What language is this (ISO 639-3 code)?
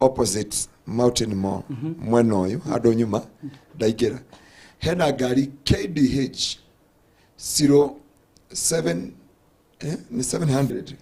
kik